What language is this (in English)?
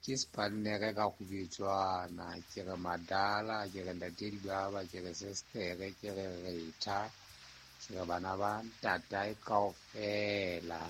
Southern Sotho